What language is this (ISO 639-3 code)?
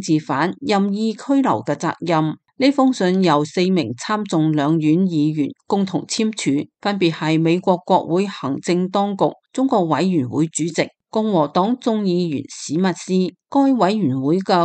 yue